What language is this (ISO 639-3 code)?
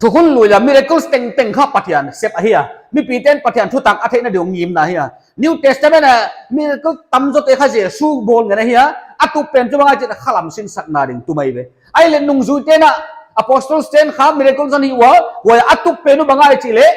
pck